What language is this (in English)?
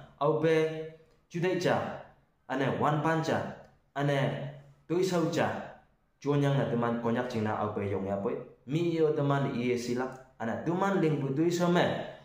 Konyak Naga